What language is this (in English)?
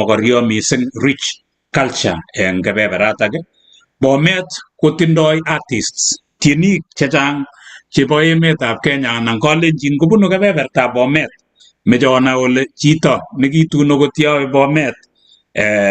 Kalenjin